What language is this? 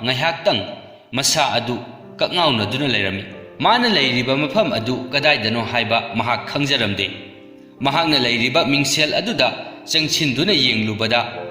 Manipuri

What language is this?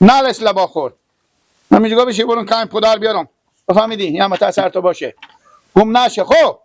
Persian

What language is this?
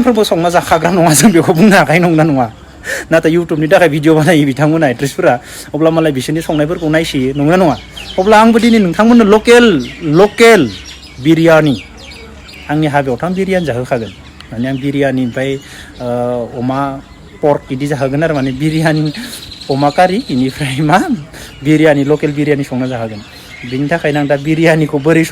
Bodo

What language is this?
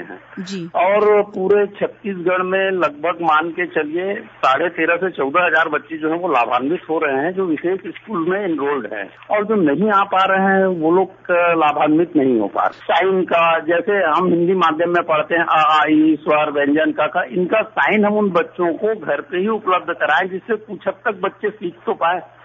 Hindi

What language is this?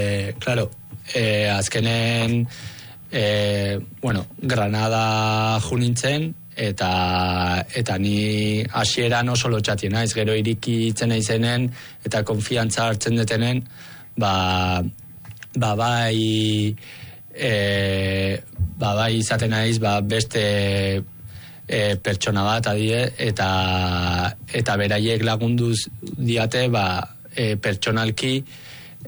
Basque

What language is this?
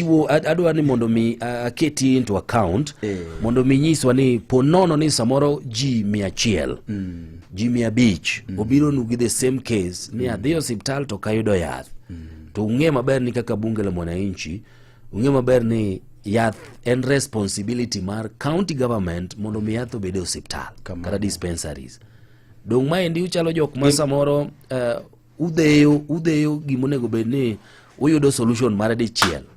Luo (Kenya and Tanzania)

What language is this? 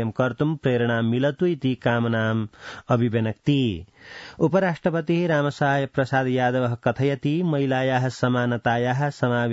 Sanskrit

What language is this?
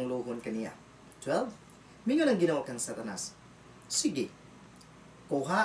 Cebuano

